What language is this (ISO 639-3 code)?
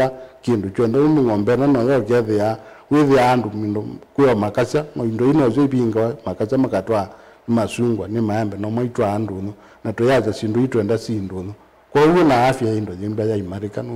kam